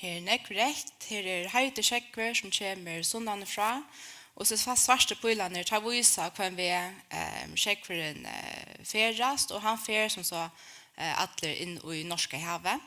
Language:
Faroese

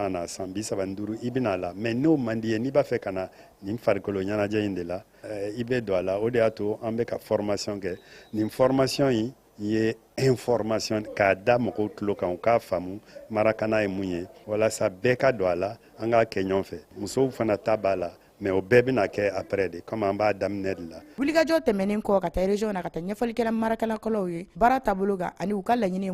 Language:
Bambara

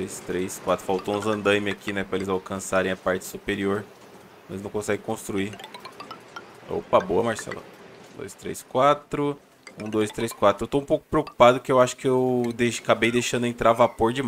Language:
Portuguese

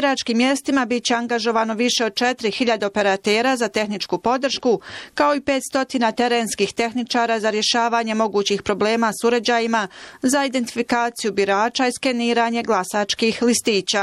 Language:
Bosnian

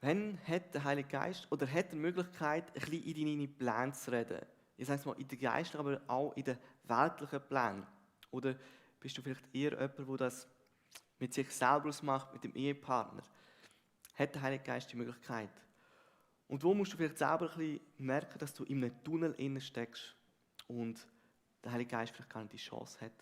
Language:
Swiss German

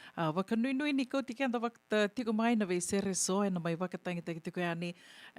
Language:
Fijian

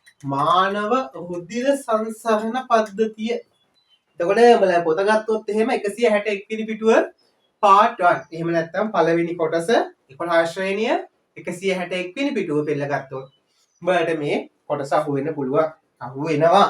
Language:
Sinhala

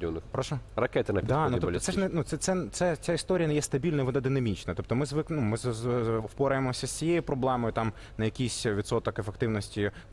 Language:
Ukrainian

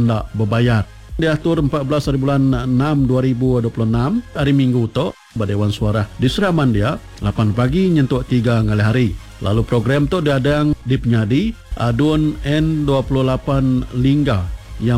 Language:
Iban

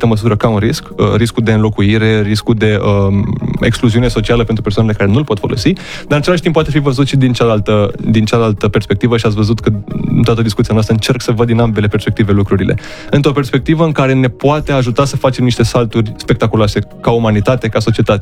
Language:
Romanian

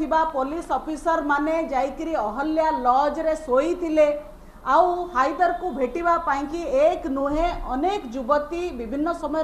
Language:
Odia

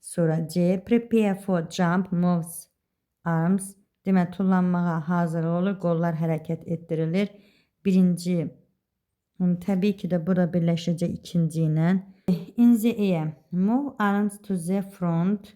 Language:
Azerbaijani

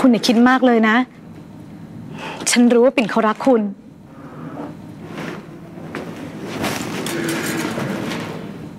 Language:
Thai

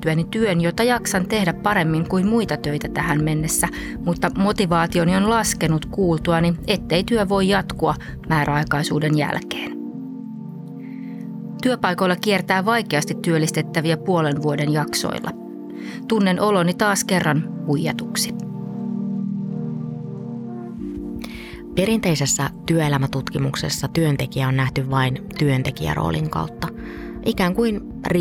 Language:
Finnish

